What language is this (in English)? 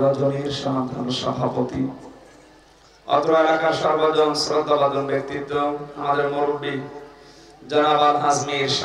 Bangla